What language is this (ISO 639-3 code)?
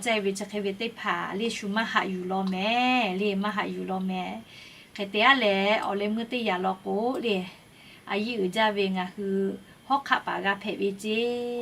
lhu